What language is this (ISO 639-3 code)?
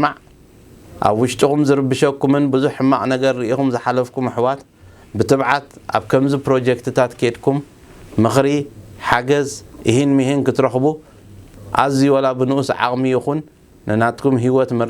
tir